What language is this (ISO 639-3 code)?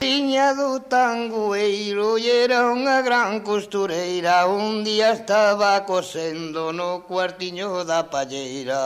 glg